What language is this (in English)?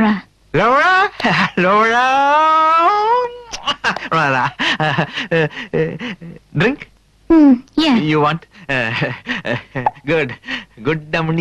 Tamil